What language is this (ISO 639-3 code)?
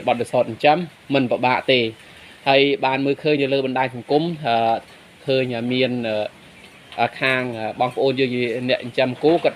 khm